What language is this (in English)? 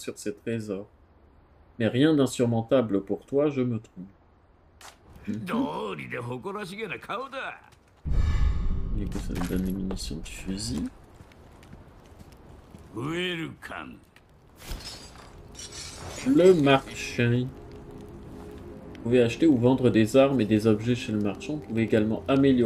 French